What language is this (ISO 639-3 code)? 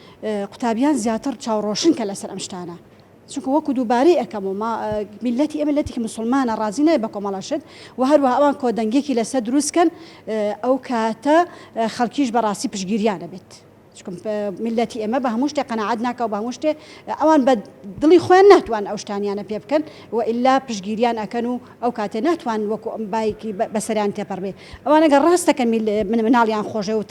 ckb